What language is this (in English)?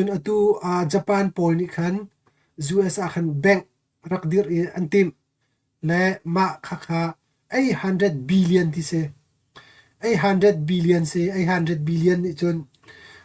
Hakha Chin